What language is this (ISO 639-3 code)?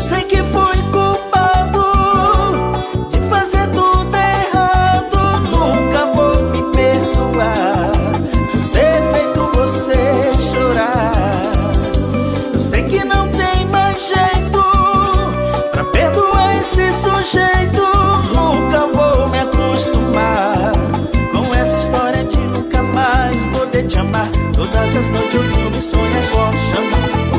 por